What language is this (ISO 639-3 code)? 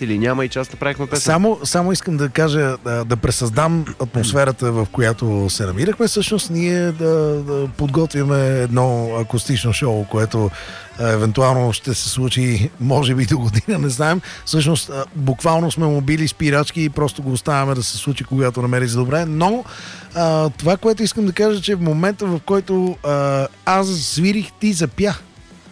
bul